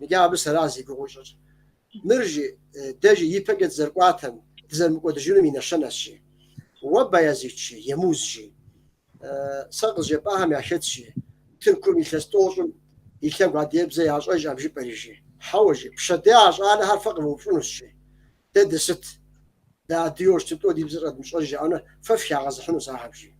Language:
Kabardian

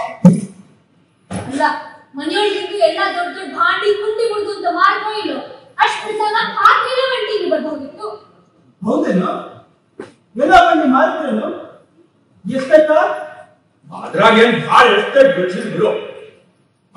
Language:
Kannada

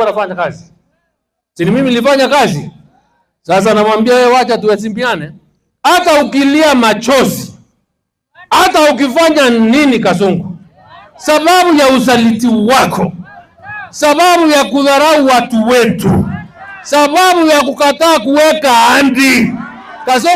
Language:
Meru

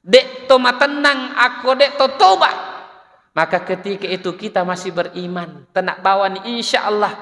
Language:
Buginese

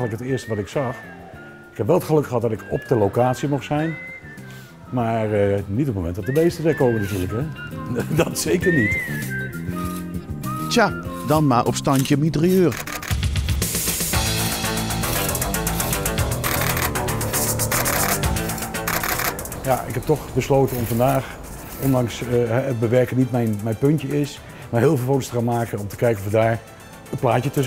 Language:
Dutch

